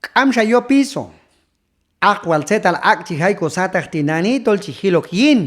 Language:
Q'anjob'al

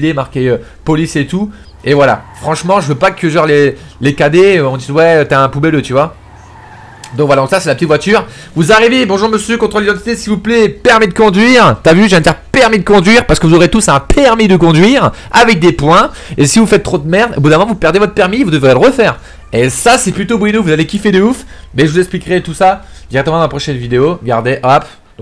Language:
French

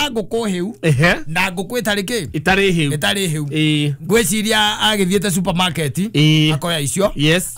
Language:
Kikuyu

